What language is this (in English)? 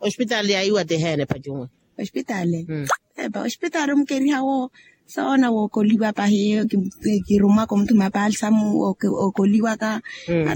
Makhuwa